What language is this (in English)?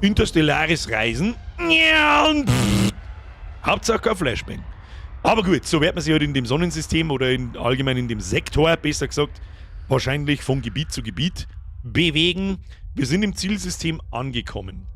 Bavarian